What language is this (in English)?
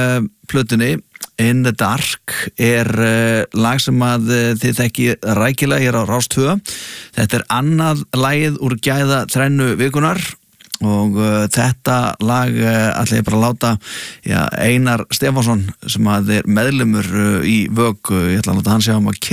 Icelandic